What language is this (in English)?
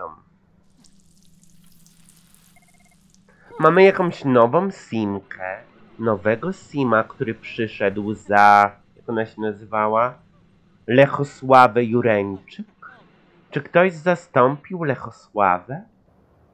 Polish